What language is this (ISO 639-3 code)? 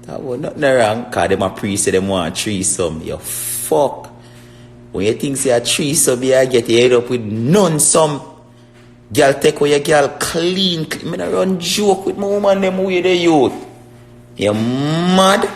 jam